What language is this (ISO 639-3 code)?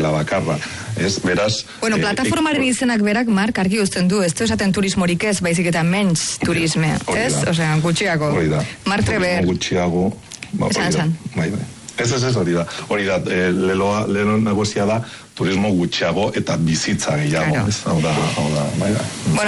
eus